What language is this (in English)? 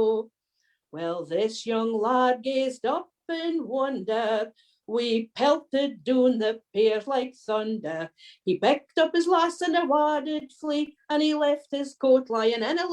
Scots